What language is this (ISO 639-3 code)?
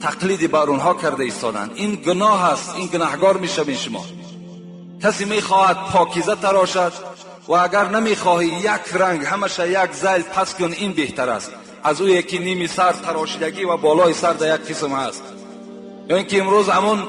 tgk